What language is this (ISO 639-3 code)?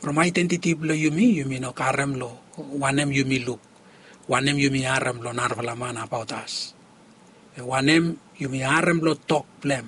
bis